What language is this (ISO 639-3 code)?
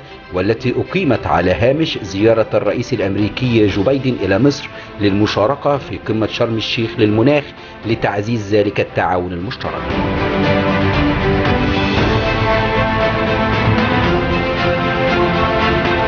arz